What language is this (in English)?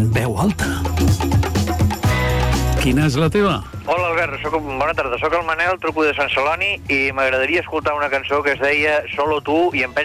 Catalan